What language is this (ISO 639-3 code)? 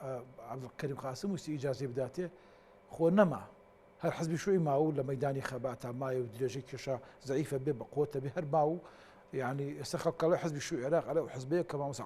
ckb